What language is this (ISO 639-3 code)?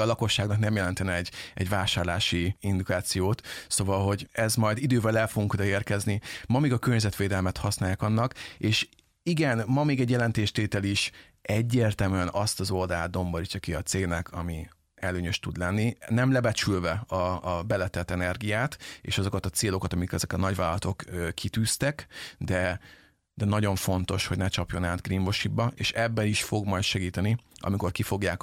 hun